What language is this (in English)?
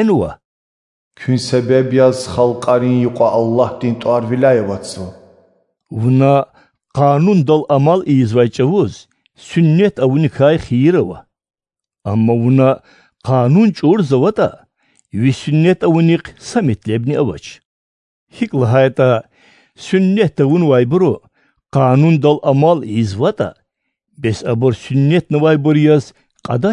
Lezghian